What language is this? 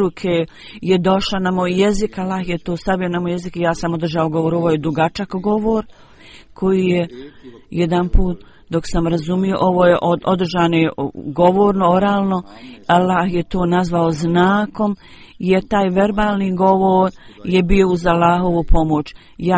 Bosnian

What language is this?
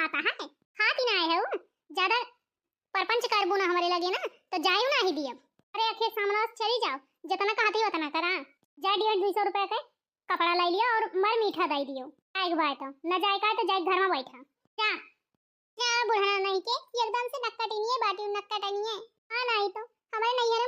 Awadhi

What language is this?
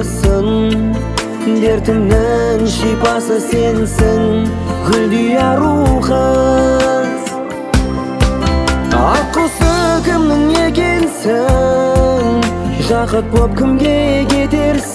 Kazakh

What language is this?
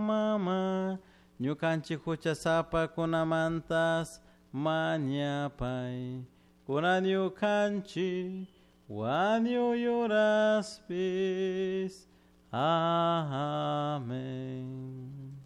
Chimborazo Highland Quichua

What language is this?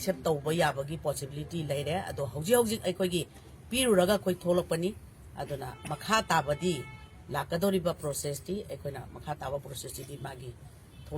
Manipuri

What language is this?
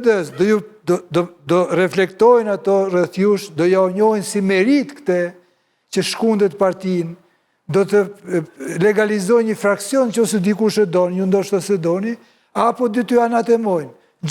Albanian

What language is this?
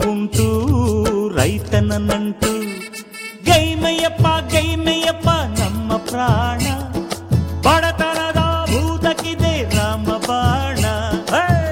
Kannada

